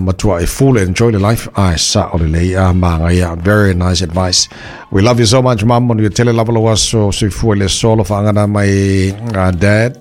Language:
Samoan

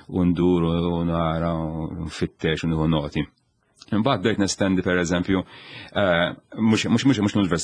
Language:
Maltese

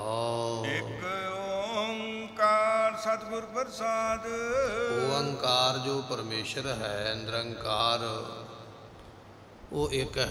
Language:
Punjabi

